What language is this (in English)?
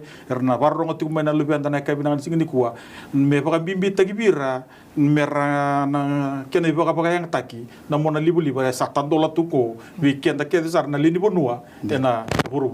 Fijian